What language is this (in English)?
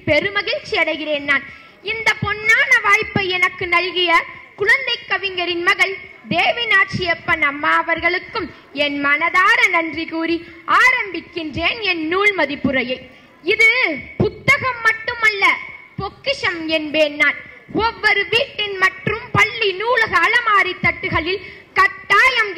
Tamil